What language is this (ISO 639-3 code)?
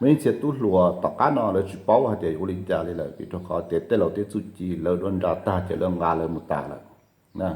hmn